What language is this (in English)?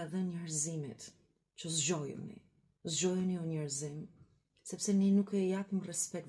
Albanian